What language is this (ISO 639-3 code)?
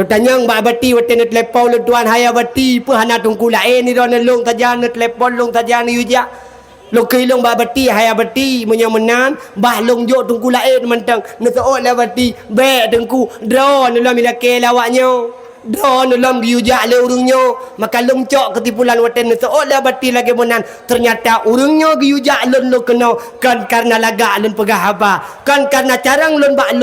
ace